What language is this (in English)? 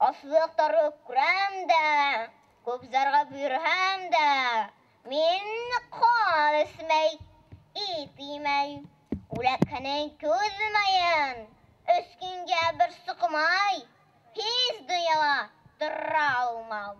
Bashkir